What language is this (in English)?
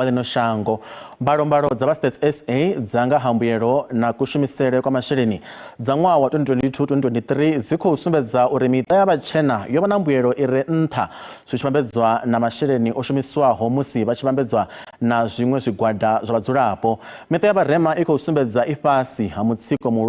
Venda